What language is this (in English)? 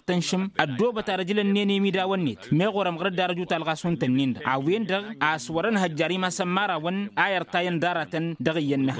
Tamasheq